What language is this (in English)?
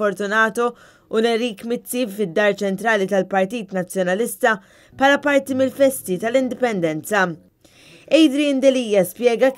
Maltese